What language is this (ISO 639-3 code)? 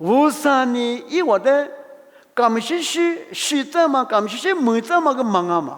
lis